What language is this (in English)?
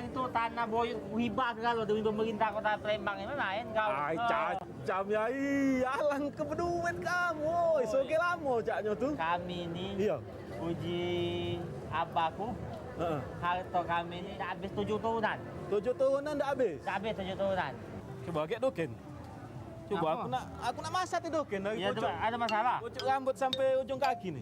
Musi